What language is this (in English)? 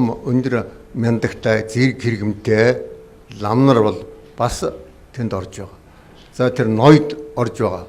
Mongolian